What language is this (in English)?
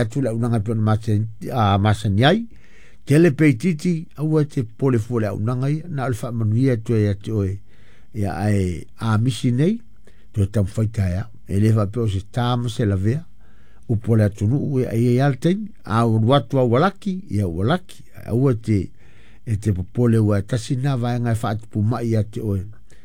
Samoan